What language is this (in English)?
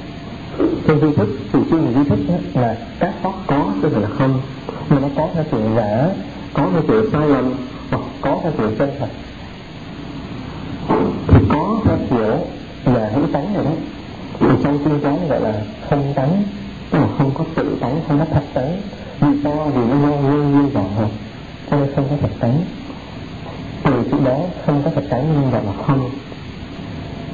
Vietnamese